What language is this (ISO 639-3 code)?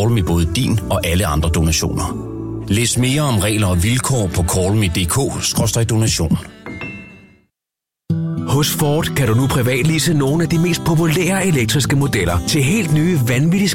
dan